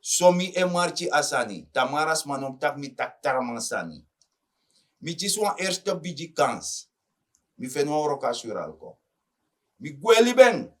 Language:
Sranan Tongo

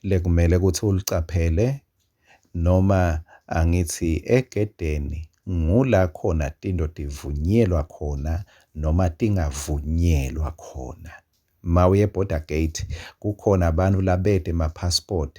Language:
Swati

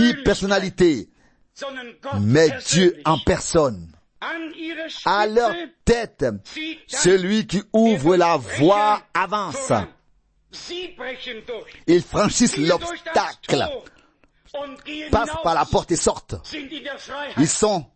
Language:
French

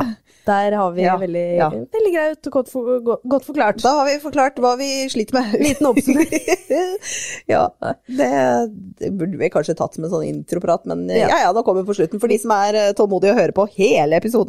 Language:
Norwegian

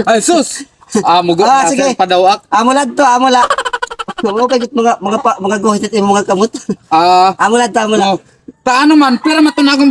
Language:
Waray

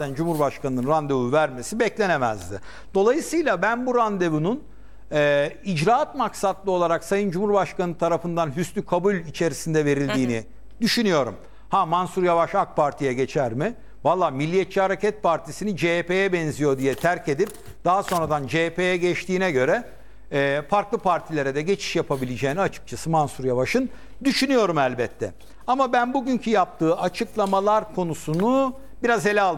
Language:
Turkish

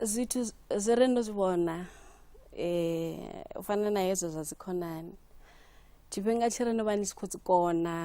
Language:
Venda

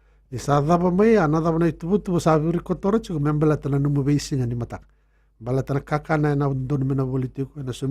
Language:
Fijian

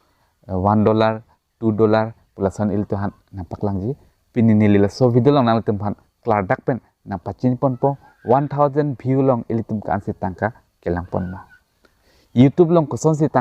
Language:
Karbi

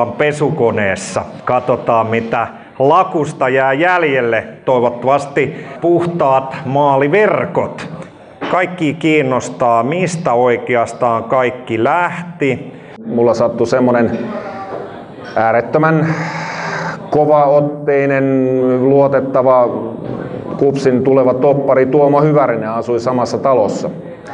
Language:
Finnish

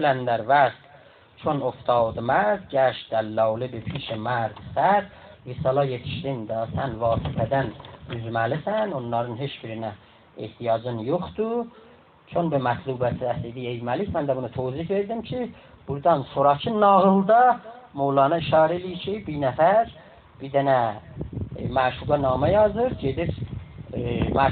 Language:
South Azerbaijani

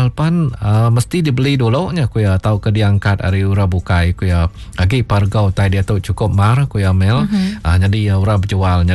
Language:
Iban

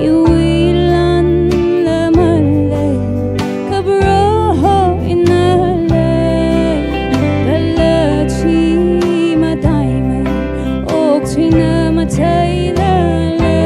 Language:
Tangkhul Naga (India)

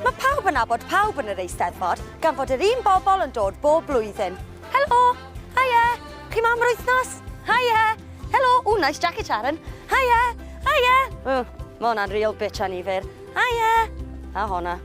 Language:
Welsh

